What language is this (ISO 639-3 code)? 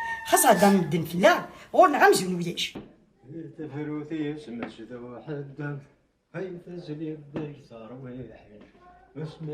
kab